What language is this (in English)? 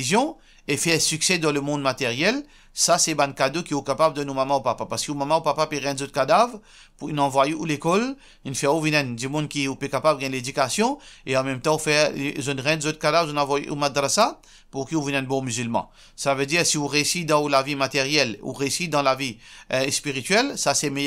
Morisyen